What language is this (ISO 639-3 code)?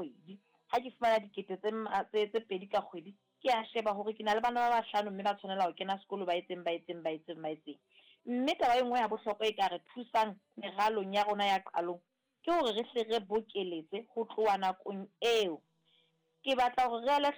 sot